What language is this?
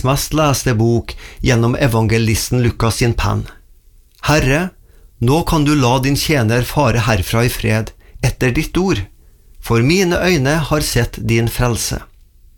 Norwegian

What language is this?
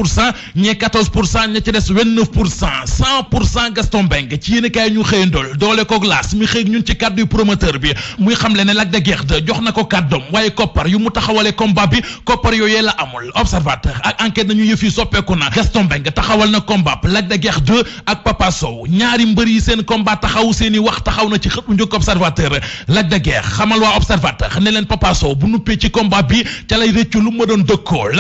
Wolof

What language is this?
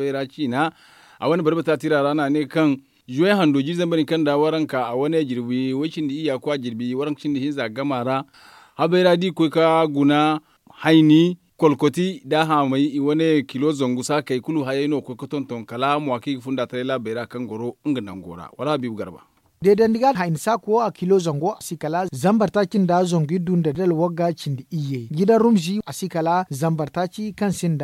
Zarma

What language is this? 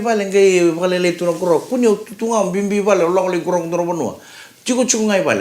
Fijian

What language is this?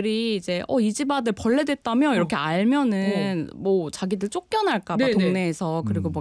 Korean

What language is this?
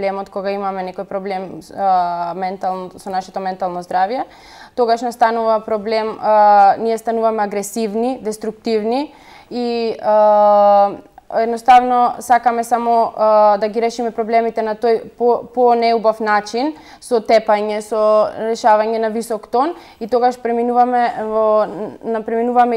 Macedonian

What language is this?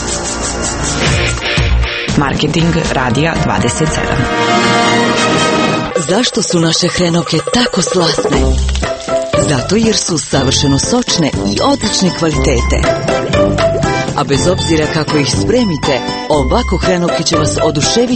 Croatian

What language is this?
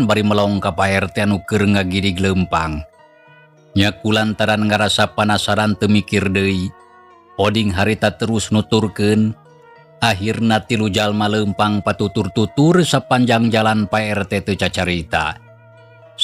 Sundanese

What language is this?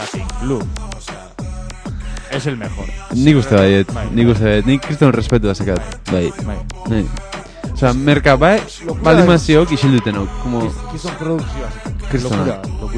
Basque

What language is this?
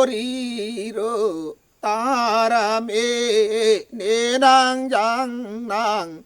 Karbi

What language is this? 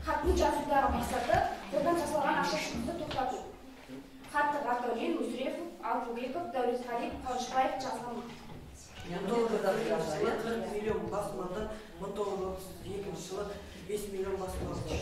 Kazakh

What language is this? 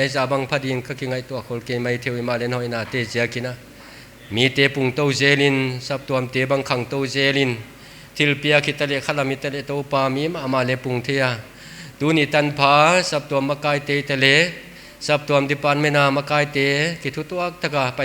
Paite Chin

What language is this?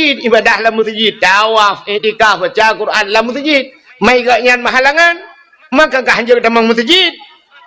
Achinese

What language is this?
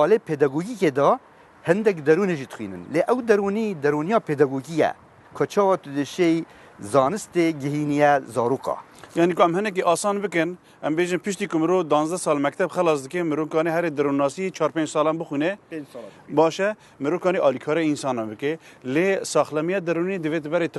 Kurdish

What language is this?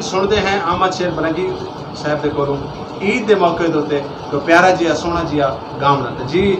Saraiki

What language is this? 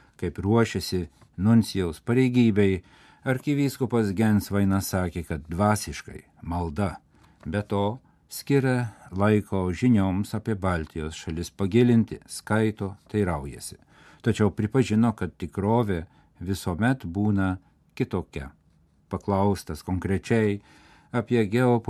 Lithuanian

